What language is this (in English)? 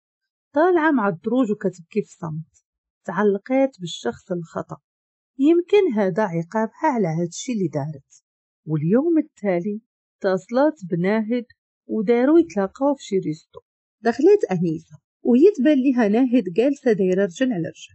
Moroccan Arabic